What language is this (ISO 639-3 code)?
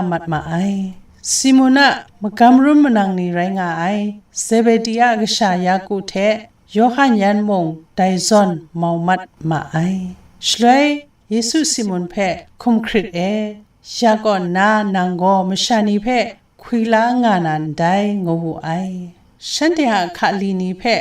kac